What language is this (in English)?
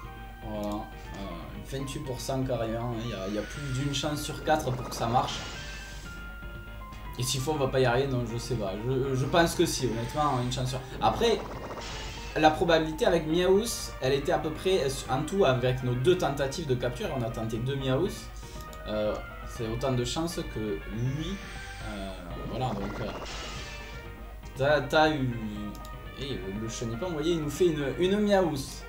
French